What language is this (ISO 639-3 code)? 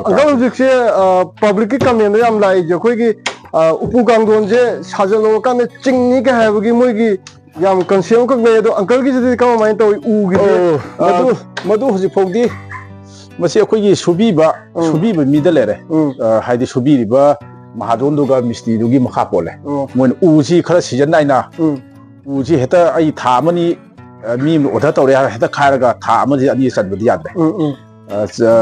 mni